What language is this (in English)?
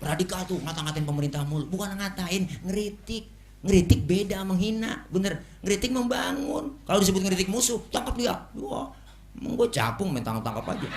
Betawi